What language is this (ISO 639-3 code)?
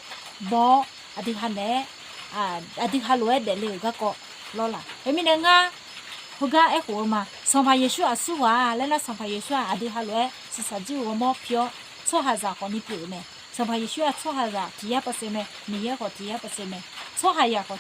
ahk